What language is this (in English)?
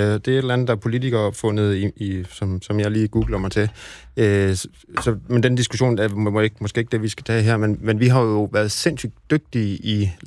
Danish